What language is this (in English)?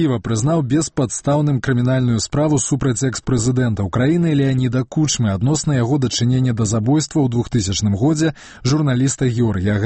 Belarusian